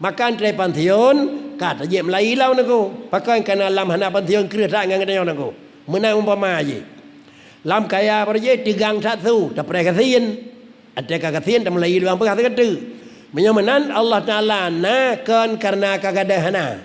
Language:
Achinese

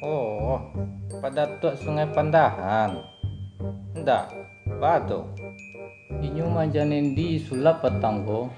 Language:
Minangkabau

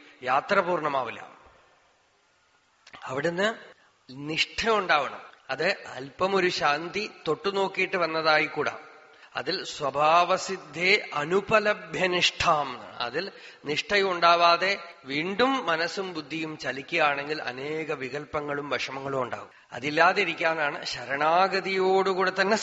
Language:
Malayalam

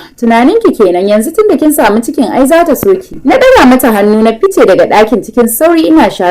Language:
Hausa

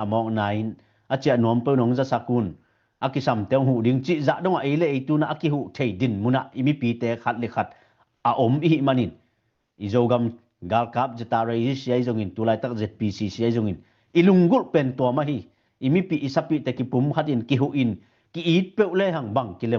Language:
Tedim Chin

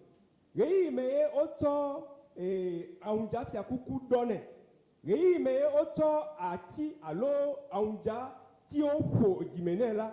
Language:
Ewe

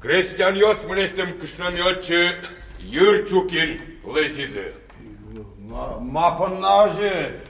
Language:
Udmurt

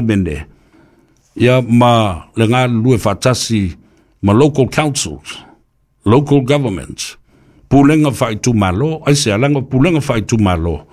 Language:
Samoan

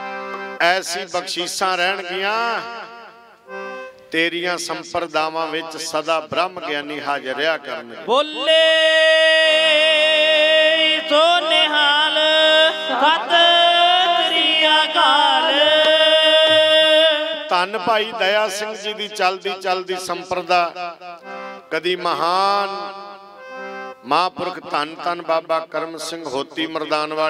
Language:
Punjabi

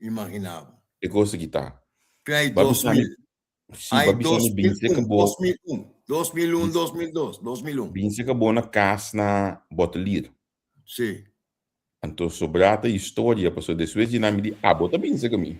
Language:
Papiamento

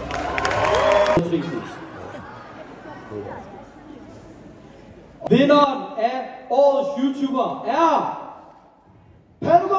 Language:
Danish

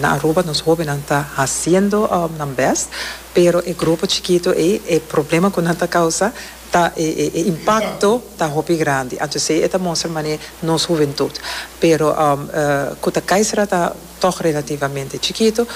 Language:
Papiamento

